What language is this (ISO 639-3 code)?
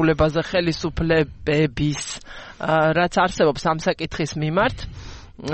kat